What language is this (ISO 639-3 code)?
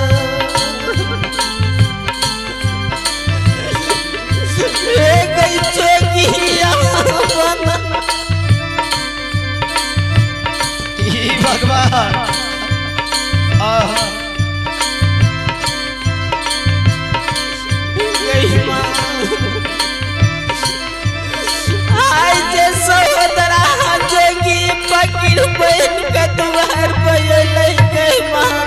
bho